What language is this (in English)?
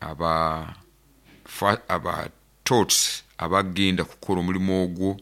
Nyoro